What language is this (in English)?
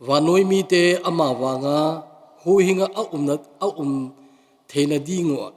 Thado Chin